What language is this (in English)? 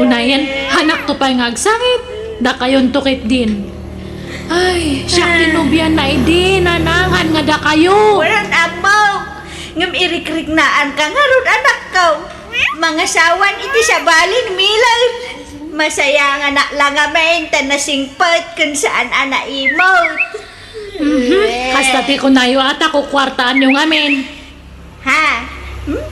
Iloko